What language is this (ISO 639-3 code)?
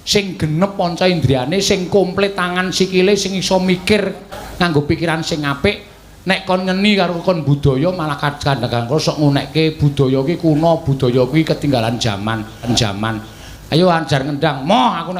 jav